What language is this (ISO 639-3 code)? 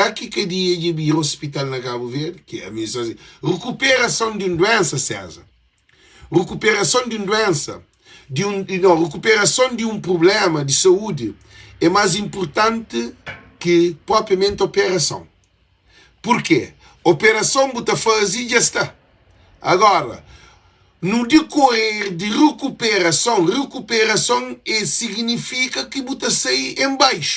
kea